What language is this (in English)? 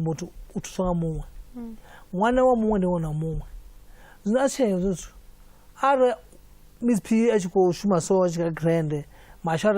Venda